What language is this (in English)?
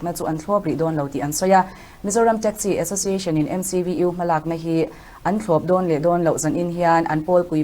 Mizo